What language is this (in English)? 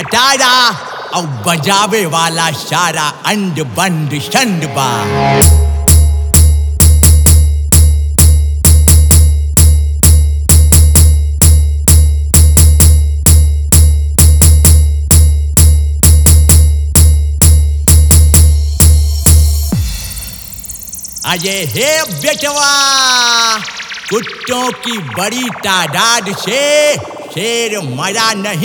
Bhojpuri